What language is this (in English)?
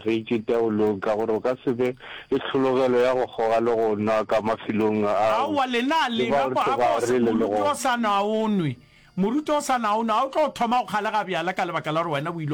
Northern Sotho